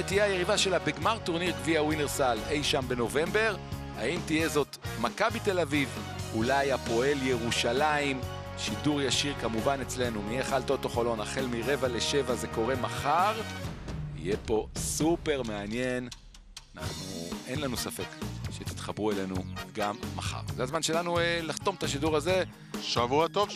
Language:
Hebrew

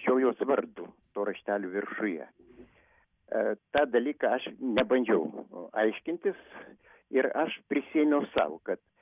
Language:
Lithuanian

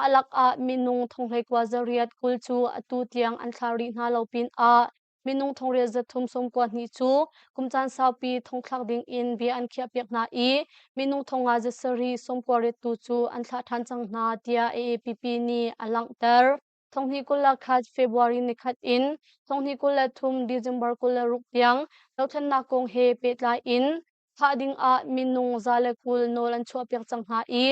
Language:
Hakha Chin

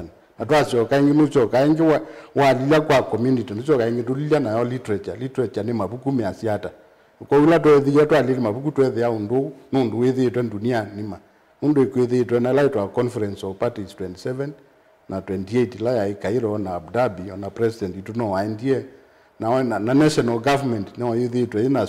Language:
Kamba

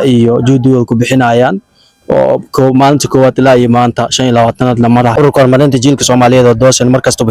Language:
Somali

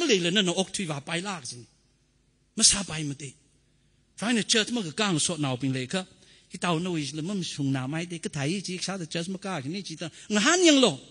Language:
Tangkhul Naga (India)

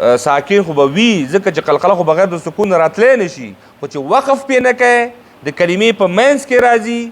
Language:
Pashto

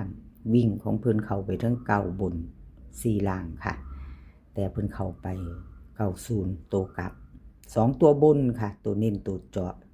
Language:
Northeastern Thai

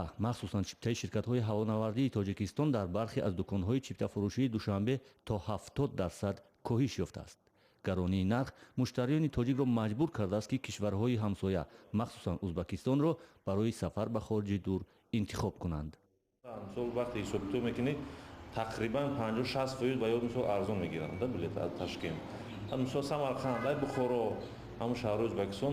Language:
Tajik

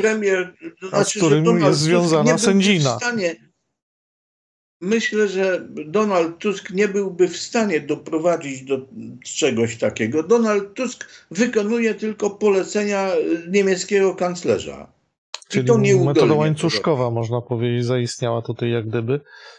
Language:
Polish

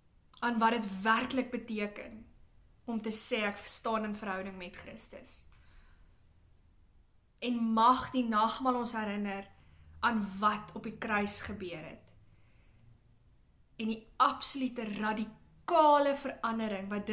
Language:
Afrikaans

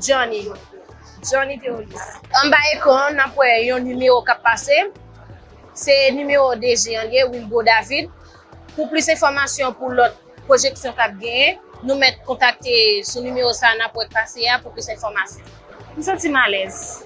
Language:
Haitian Creole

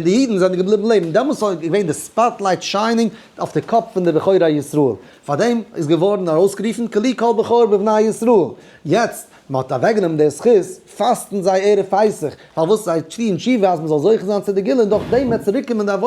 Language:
Yiddish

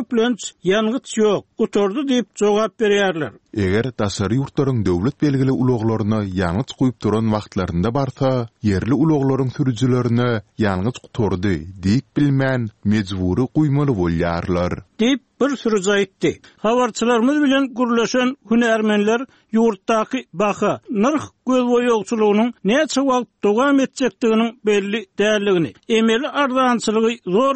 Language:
Turkmen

